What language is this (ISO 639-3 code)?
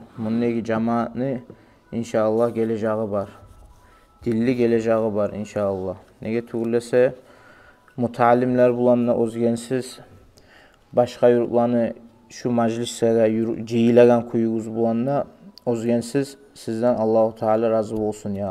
kum